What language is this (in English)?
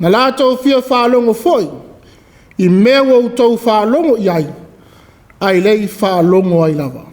Samoan